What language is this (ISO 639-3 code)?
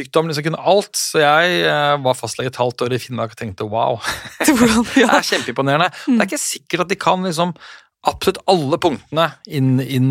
nor